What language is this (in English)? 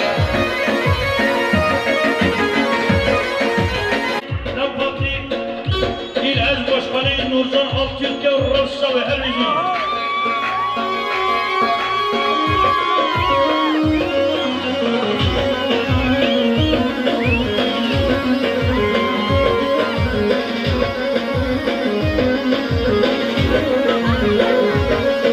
Persian